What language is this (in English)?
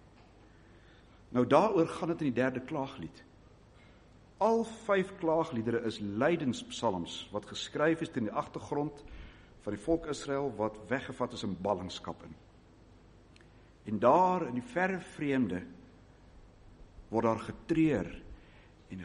Afrikaans